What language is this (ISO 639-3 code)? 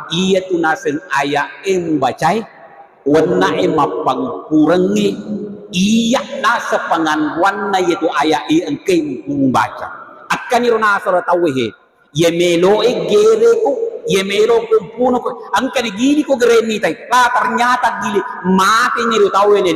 bug